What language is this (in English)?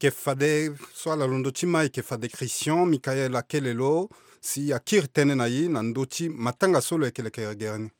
Sango